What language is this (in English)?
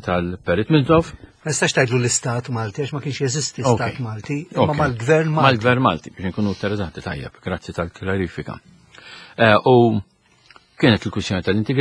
Maltese